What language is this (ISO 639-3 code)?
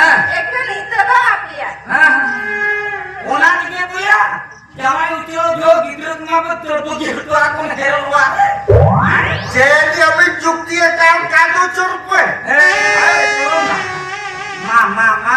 sat